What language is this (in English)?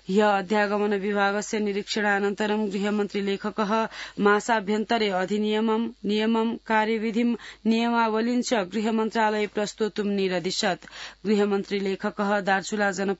Sanskrit